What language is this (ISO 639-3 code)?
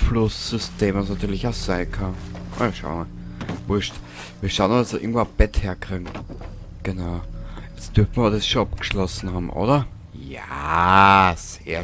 bar